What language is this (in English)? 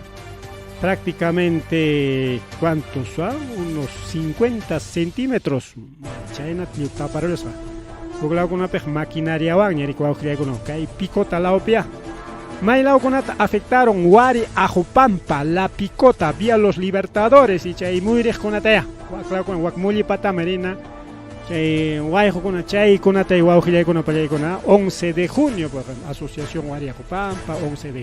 Ayacucho Quechua